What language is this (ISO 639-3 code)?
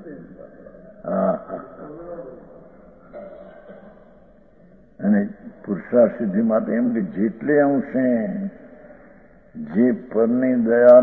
guj